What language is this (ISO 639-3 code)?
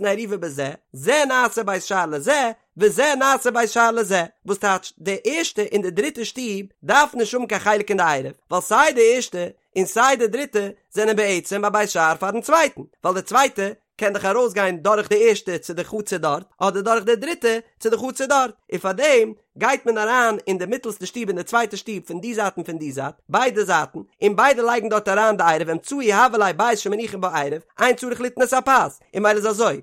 yid